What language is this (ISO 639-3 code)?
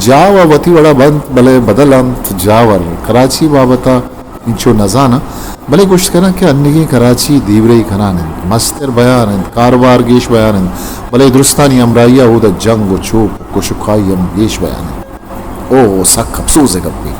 bgp